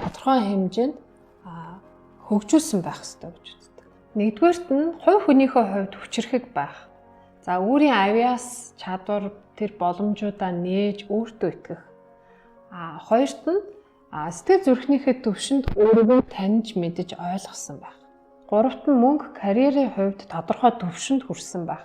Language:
Mongolian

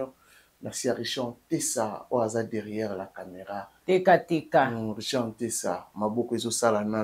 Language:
Lingala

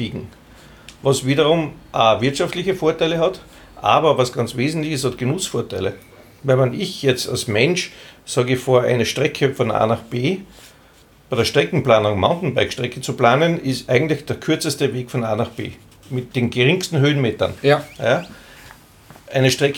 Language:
German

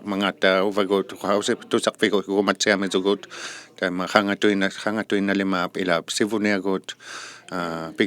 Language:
Inuktitut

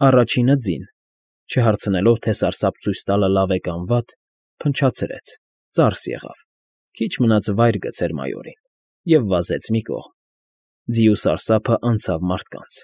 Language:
Armenian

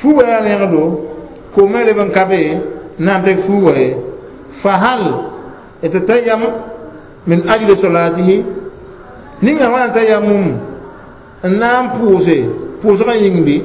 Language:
Mossi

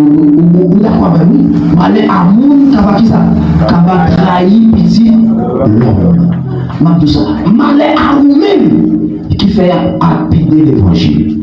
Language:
Haitian Creole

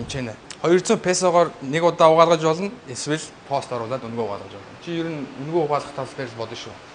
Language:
Mongolian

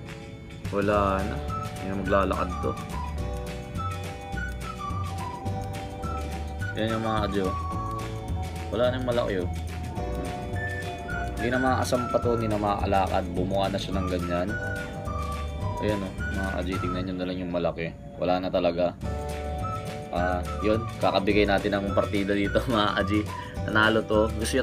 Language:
Filipino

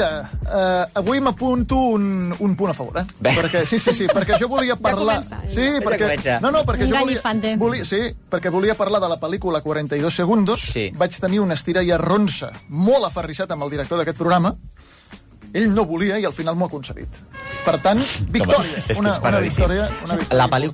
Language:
Catalan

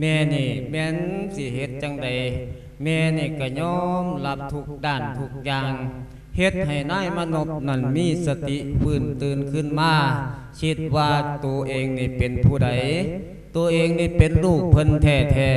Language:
Lao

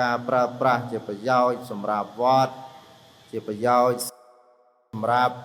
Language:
Khmer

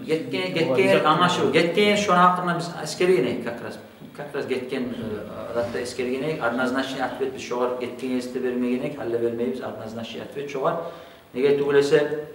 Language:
Kumyk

